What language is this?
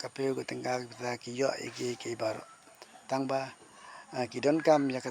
Khasi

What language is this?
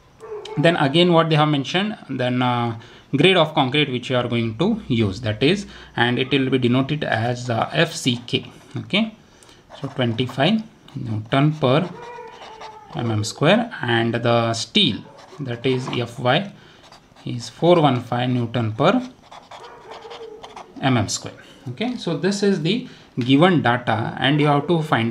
English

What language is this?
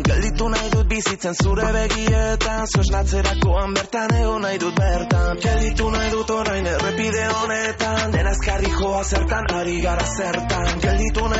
Basque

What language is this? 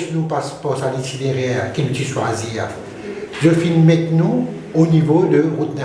Morisyen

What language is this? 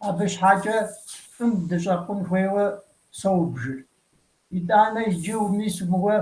Kabardian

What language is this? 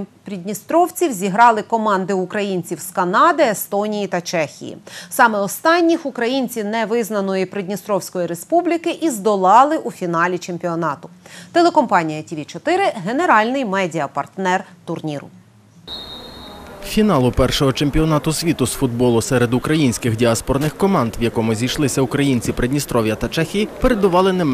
Ukrainian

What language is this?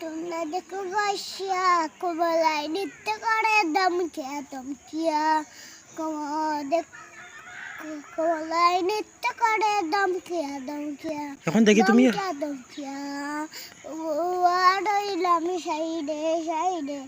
Sylheti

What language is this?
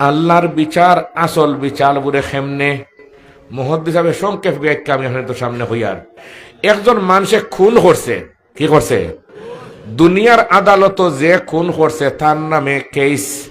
Sylheti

